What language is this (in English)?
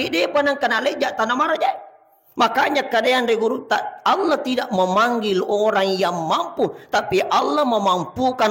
Buginese